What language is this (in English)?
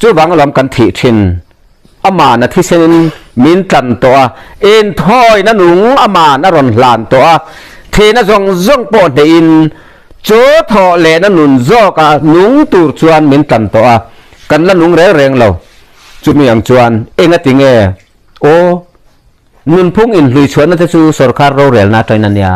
Mizo